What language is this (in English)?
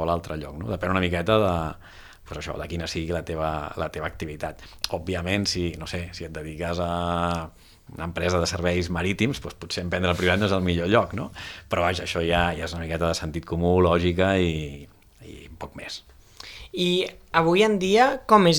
Catalan